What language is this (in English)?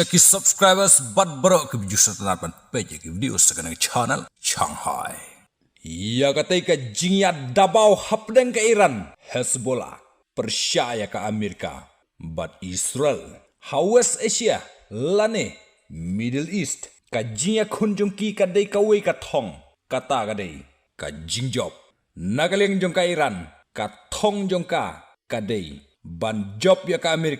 Khasi